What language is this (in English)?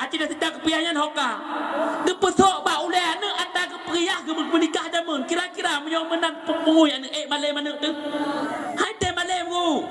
Achinese